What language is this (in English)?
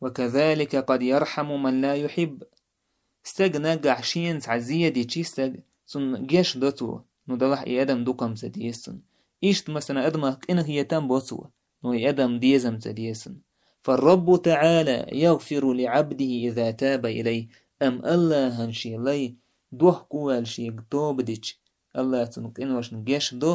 Chechen